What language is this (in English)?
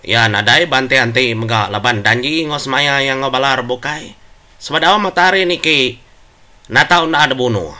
Iban